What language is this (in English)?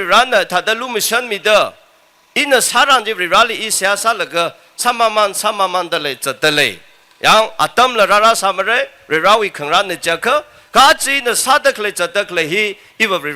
Tangkhul Naga (India)